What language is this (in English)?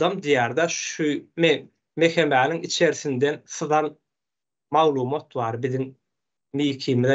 Turkmen